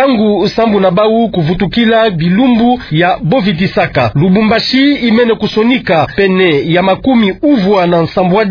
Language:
Kituba (Democratic Republic of Congo)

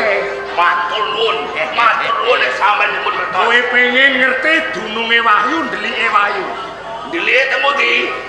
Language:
Javanese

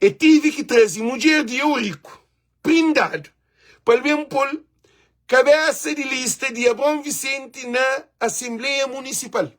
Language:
Kabuverdianu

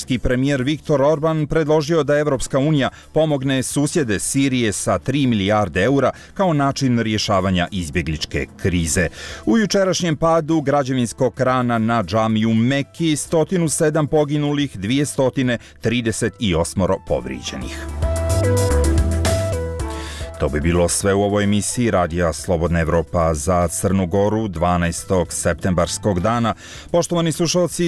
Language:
Serbian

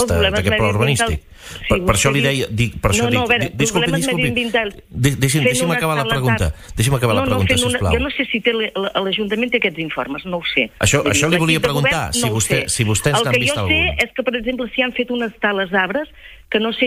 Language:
Catalan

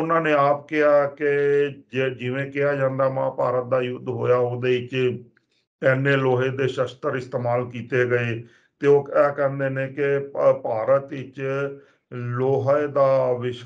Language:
Punjabi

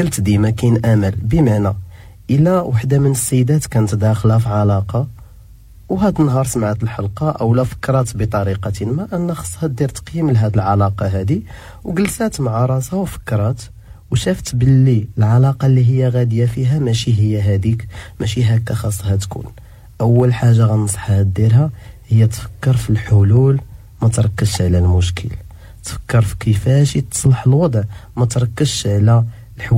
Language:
Moroccan Arabic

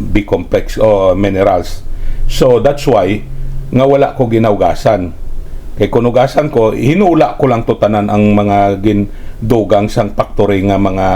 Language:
Hiligaynon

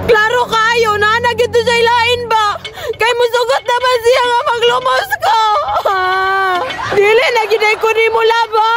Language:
Cebuano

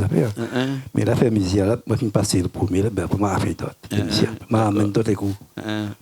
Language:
Réunion Creole French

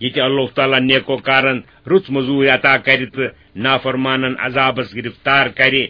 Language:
Kashmiri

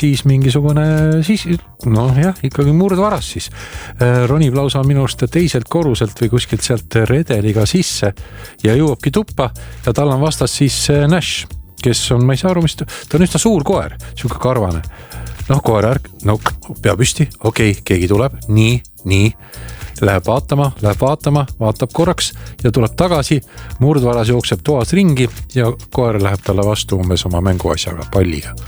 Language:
Estonian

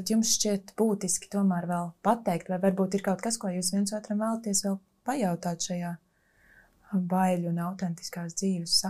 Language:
Latvian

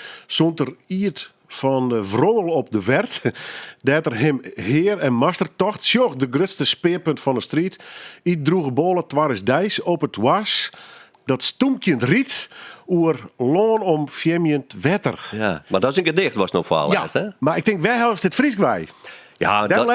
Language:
Western Frisian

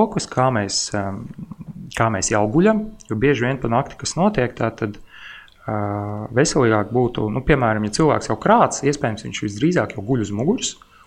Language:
Latvian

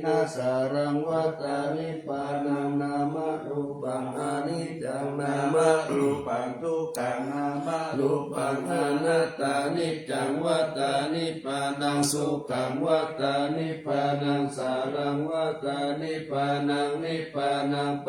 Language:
Pali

